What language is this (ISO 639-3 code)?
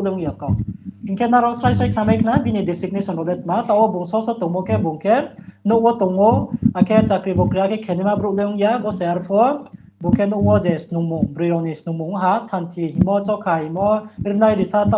ria